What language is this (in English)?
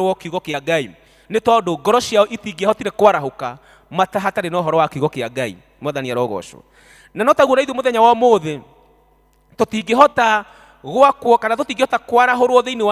Kikuyu